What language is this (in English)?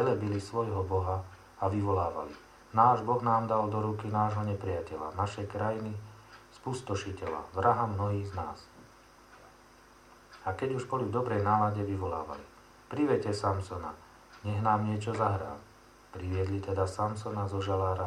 Slovak